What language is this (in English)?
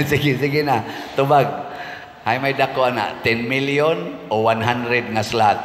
Cebuano